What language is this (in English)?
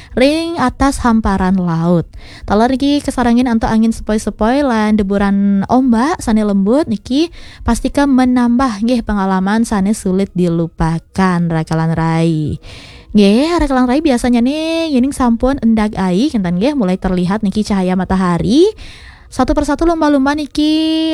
Balinese